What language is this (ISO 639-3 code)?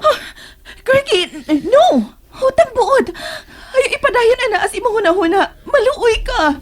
ceb